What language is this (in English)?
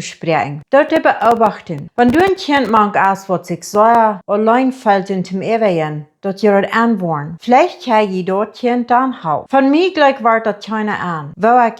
Plautdietsch